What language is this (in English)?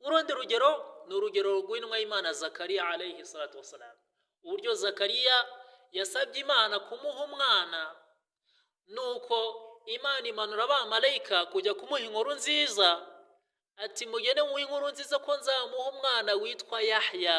Kinyarwanda